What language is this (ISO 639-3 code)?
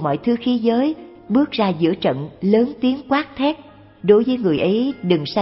vie